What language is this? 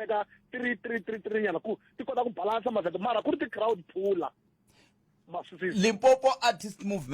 Tsonga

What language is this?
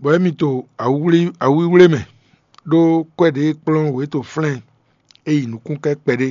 Fon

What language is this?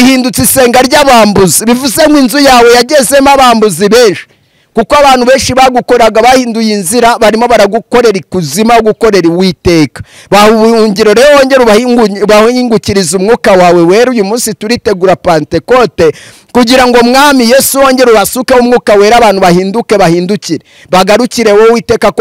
Kinyarwanda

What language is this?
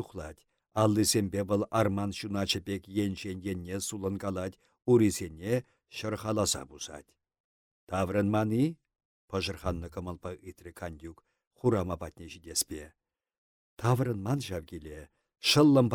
Chuvash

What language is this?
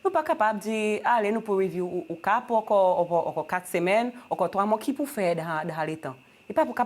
Seselwa Creole French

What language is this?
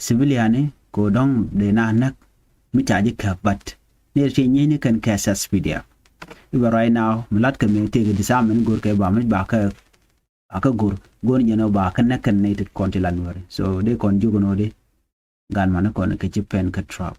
Nuer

